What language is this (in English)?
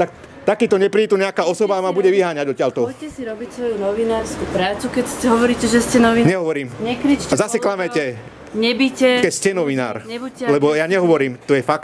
Slovak